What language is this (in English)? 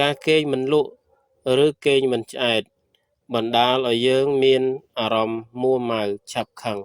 Khmer